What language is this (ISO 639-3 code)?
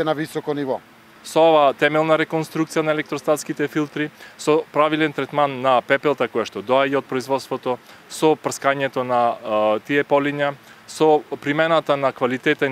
mkd